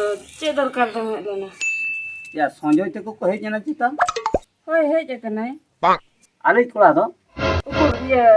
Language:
Santali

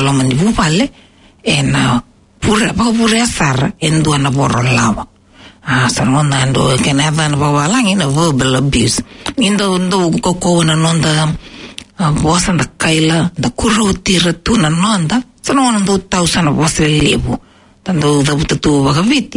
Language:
Fijian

